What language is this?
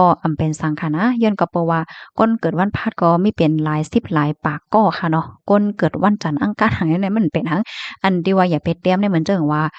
Shan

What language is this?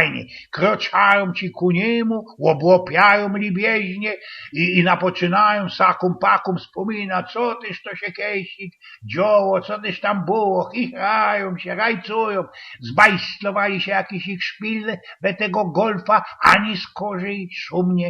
Silesian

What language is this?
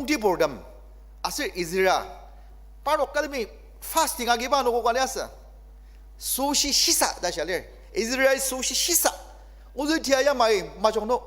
Ao Naga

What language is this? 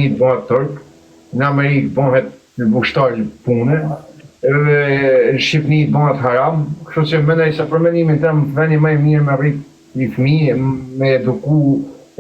Albanian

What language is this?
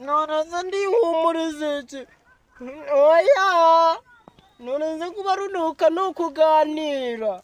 Kinyarwanda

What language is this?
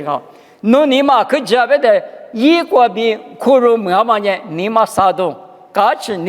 Lisu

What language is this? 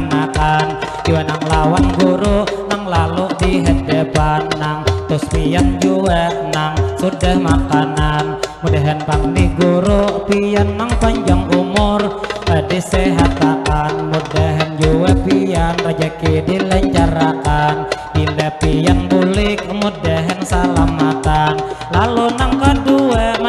Banjar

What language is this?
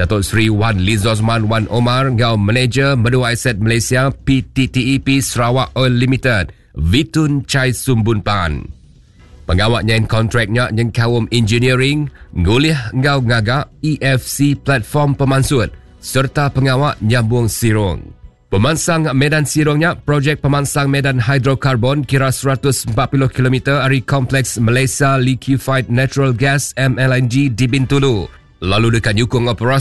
Iban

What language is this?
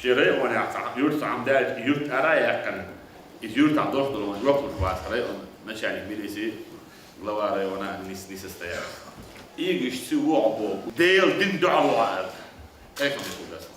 Chechen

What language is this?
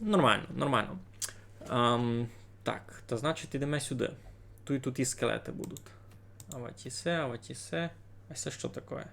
Rusyn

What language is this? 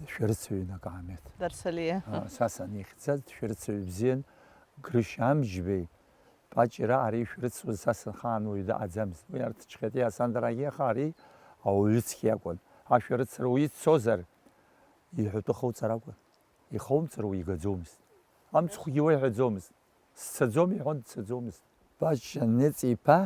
Abkhazian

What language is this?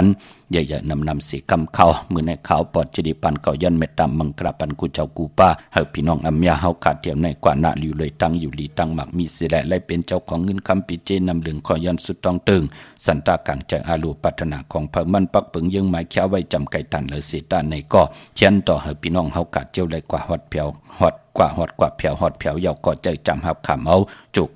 Shan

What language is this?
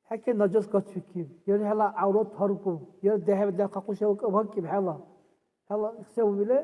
Dargwa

